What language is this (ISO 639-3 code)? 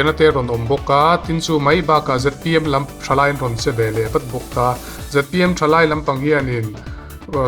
lus